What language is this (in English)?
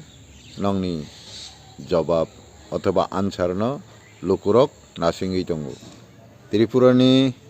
Kok Borok